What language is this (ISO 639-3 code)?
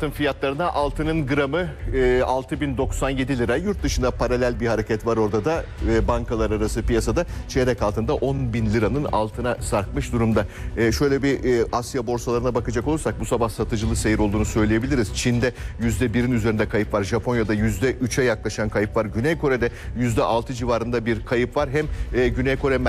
tur